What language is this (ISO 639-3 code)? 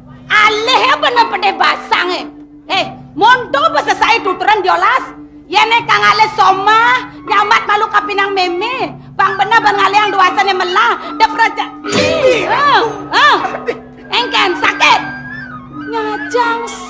ban